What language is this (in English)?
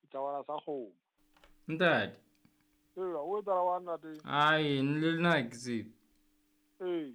Southern Sotho